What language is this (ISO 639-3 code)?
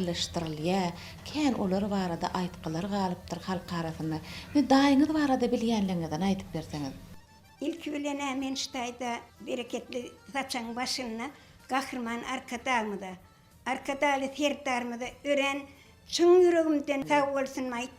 tuk